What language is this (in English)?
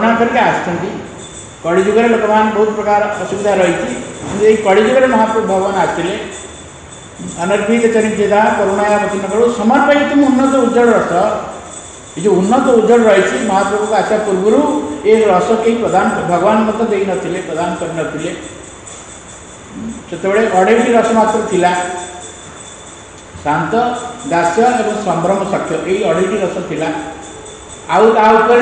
Odia